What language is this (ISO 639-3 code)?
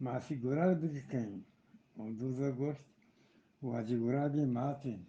bgp